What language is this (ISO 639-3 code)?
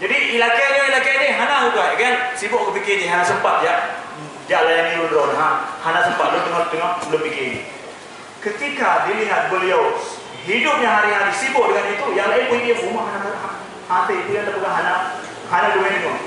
ace